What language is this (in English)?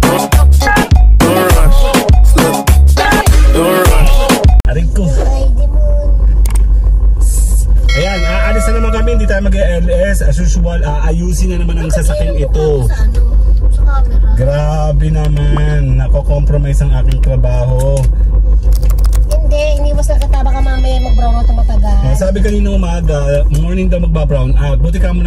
Filipino